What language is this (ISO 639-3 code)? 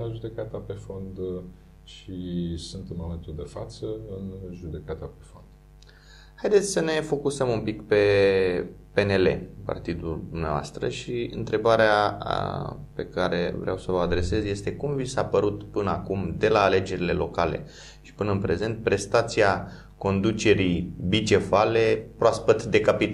ron